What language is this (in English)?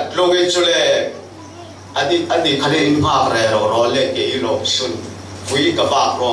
Falam Chin